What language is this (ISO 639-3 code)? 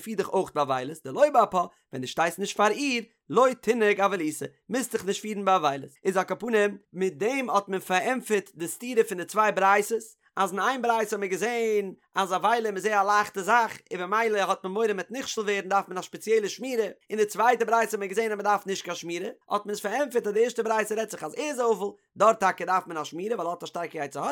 yid